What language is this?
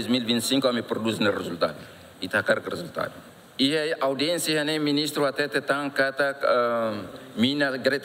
Tetum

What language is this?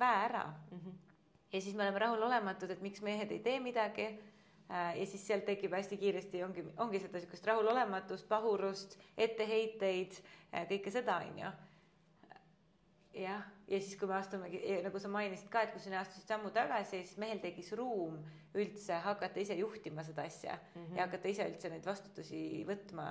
Estonian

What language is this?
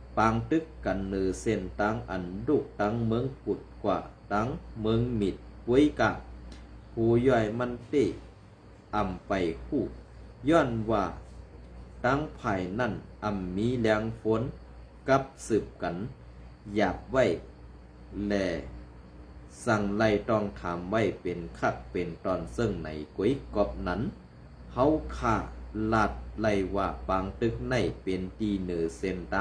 Shan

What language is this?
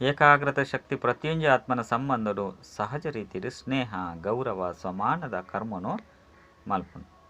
Tulu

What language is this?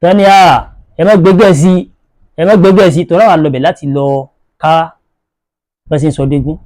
Yoruba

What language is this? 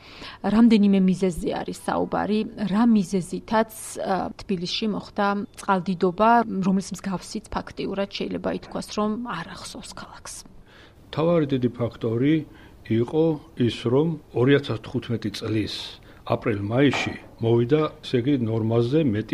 Georgian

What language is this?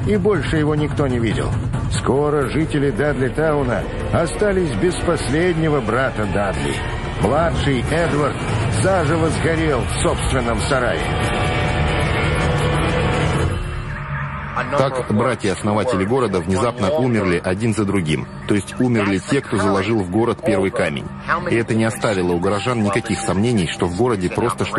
Russian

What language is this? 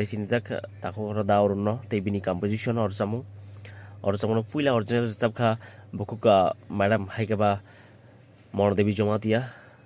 Kok Borok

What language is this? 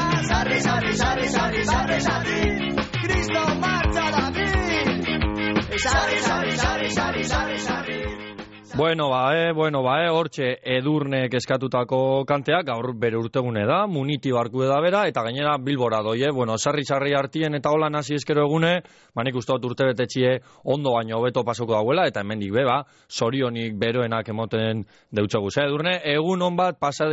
Basque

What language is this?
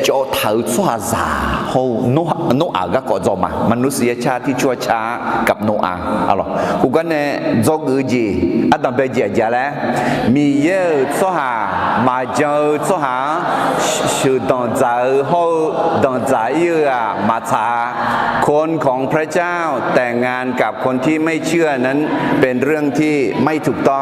Akha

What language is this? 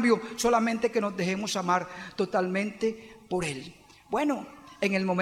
Spanish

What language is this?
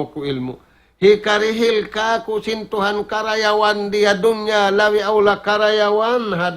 Tausug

